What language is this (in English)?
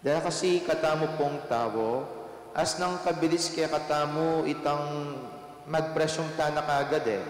Pampanga